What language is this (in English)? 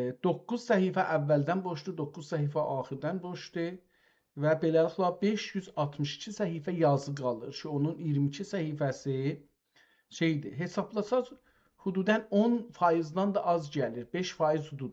South Azerbaijani